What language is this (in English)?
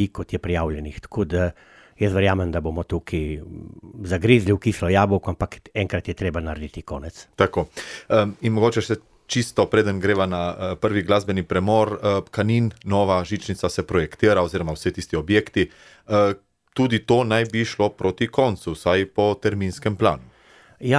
Slovenian